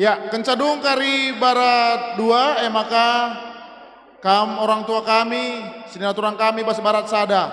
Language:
Batak Karo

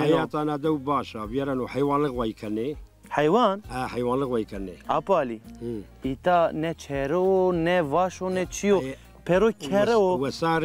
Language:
Zaza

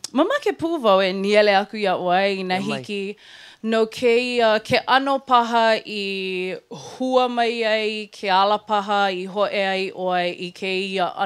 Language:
Hawaiian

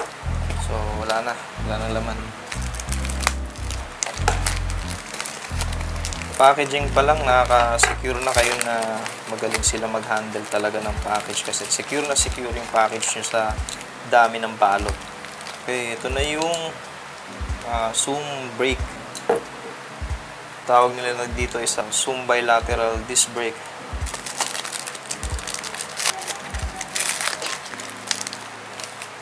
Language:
Filipino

